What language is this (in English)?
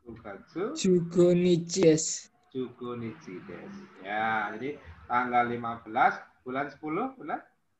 Indonesian